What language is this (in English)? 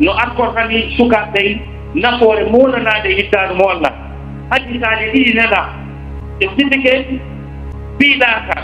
Fula